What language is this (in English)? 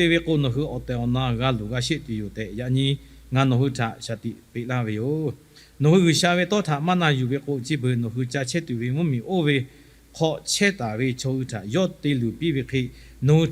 Lahu